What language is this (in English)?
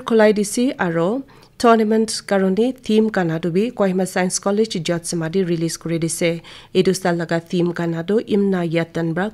Naga Pidgin